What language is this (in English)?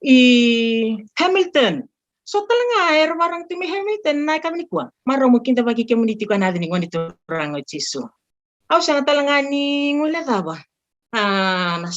Fijian